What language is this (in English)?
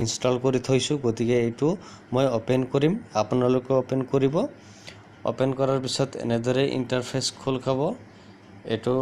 Assamese